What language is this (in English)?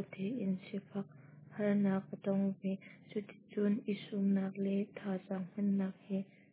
Hakha Chin